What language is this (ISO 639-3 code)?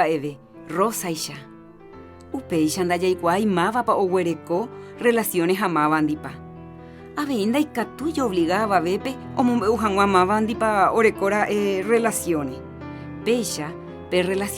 grn